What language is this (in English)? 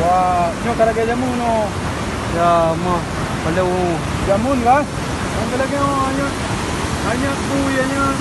Achinese